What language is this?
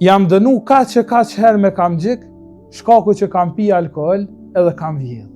Albanian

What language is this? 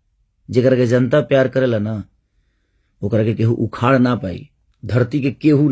Bhojpuri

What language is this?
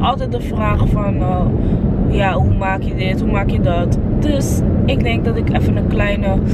Dutch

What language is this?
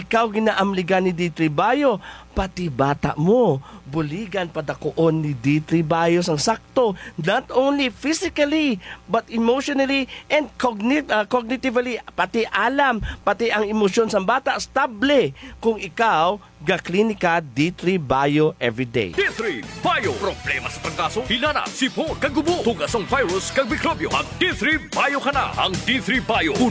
Hiligaynon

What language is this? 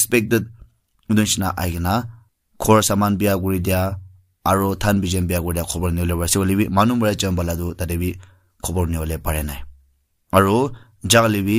Naga Pidgin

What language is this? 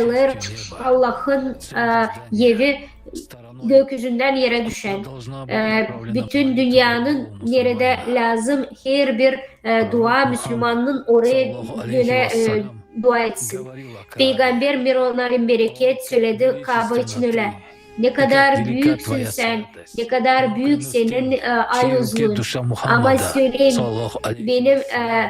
Gagauz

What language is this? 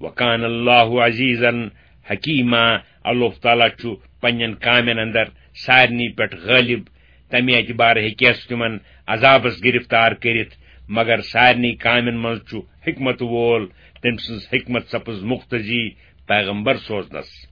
Kashmiri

